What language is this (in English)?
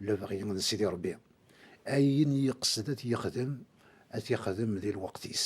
Kabyle